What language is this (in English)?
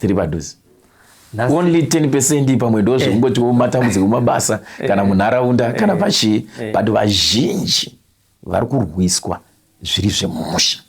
Shona